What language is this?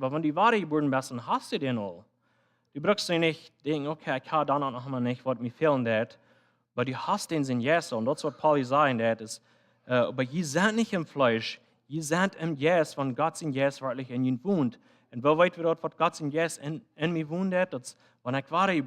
Plautdietsch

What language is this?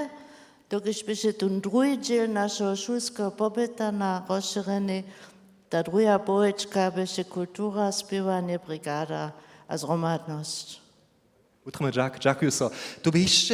Upper Sorbian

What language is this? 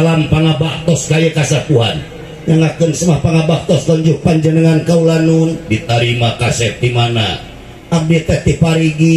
Sundanese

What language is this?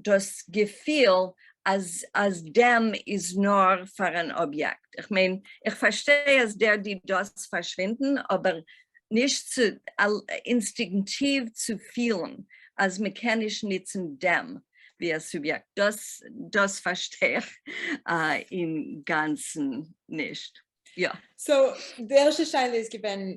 Yiddish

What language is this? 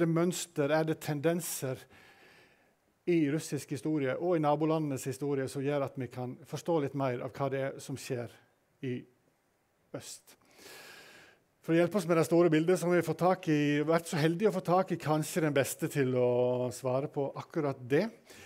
Norwegian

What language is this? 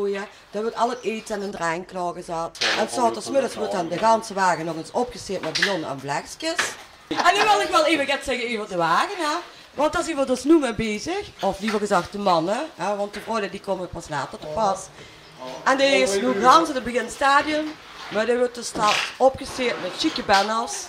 Limburgish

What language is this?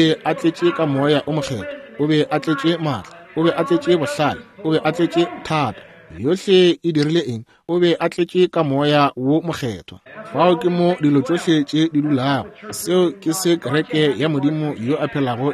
Northern Sotho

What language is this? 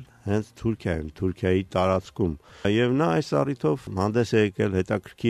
Armenian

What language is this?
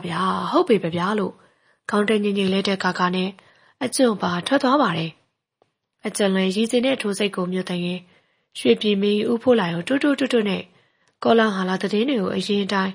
Burmese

